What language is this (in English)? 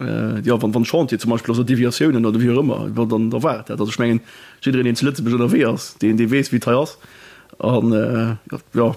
Luxembourgish